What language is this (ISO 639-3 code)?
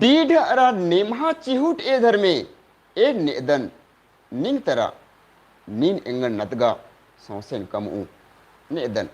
kru